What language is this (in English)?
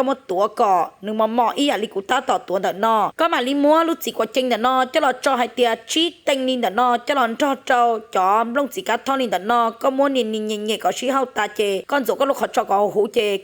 Hmong